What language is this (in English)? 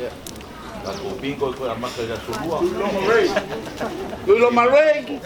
Samoan